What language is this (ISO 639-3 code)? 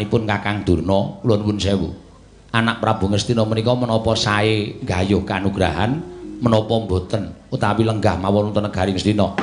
jav